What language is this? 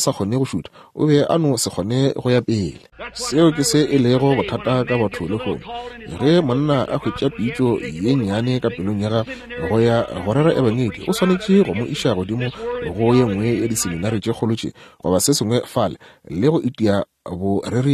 Northern Sotho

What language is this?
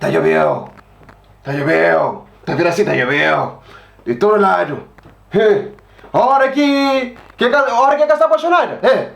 Kabuverdianu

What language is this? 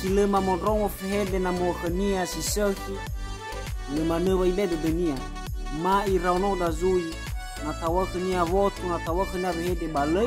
Nias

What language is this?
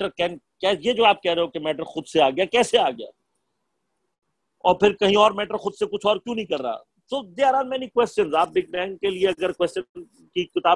Urdu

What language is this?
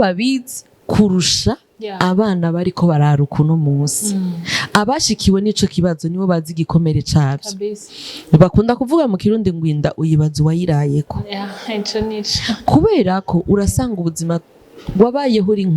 Rundi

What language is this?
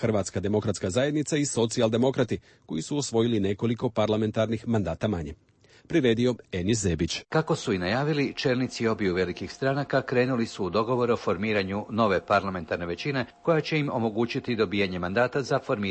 Croatian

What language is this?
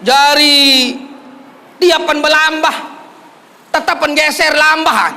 Sasak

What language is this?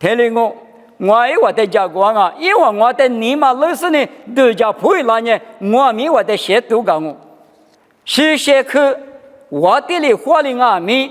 Lisu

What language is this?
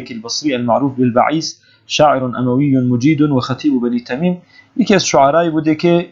Persian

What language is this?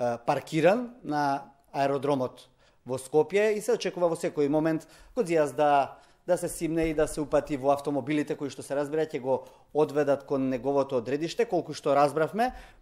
Macedonian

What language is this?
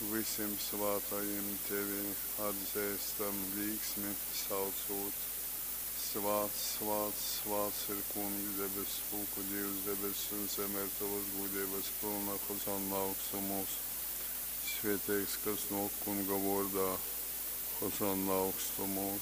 Latgalian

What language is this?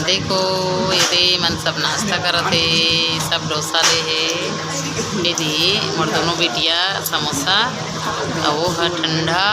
Chhattisgarhi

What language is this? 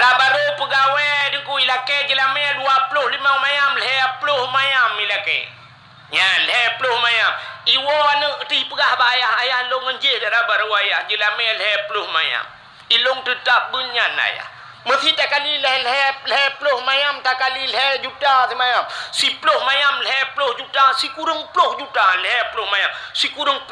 Achinese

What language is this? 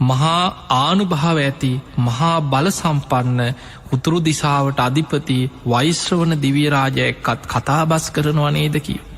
Sinhala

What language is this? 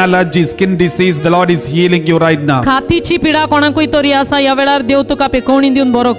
Konkani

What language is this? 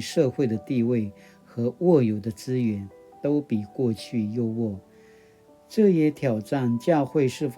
Paiwan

